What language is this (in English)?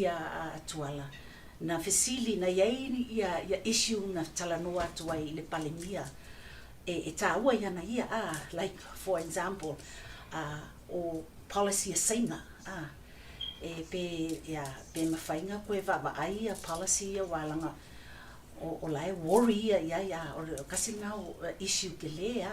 Samoan